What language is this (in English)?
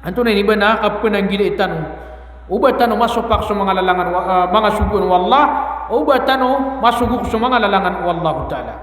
Maranao